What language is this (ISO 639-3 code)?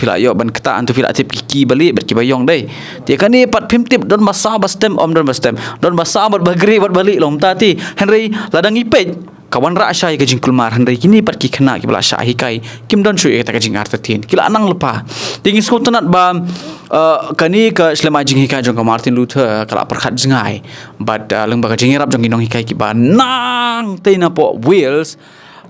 kha